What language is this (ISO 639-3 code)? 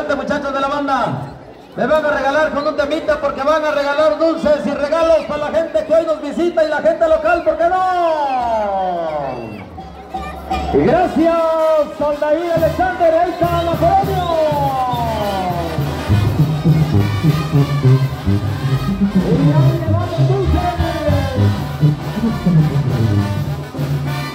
spa